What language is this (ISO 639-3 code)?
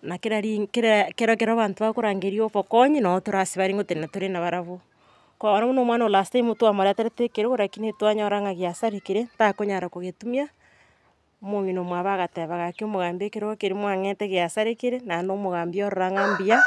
guz